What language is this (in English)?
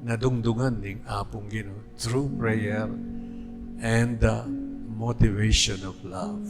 Pampanga